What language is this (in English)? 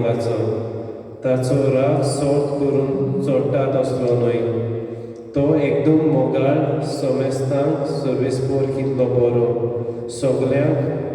Konkani